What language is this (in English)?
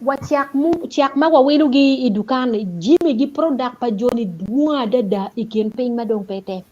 Acoli